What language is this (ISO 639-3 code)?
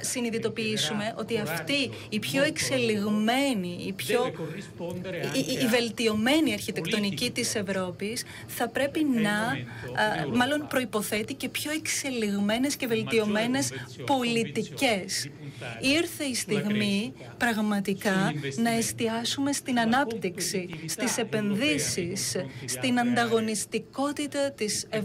ell